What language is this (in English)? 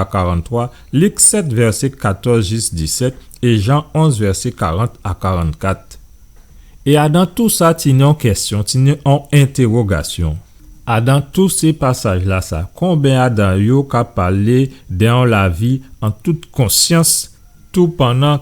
Guadeloupean Creole French